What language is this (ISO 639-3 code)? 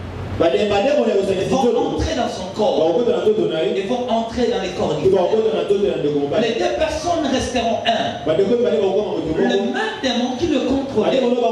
fra